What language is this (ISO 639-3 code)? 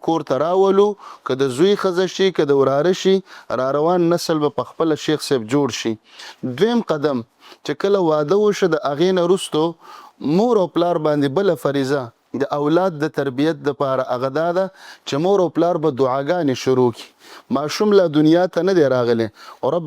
pus